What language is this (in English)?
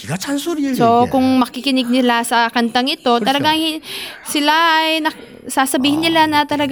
Filipino